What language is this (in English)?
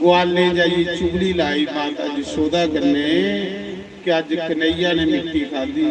Dogri